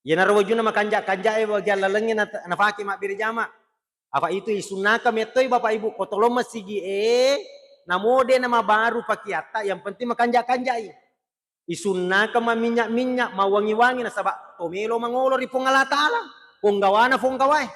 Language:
Buginese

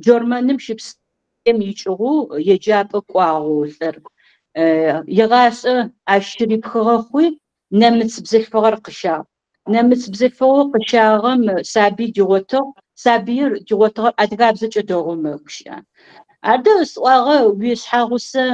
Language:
Kabardian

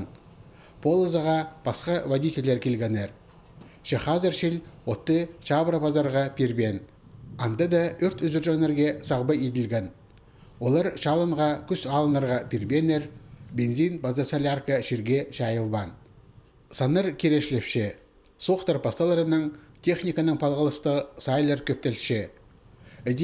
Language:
Khakas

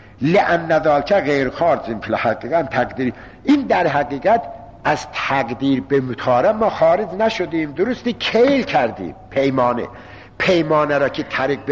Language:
Persian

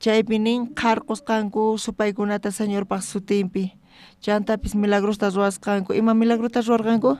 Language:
South Bolivian Quechua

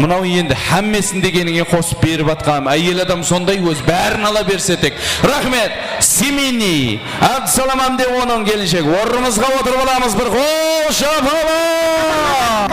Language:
Kara-Kalpak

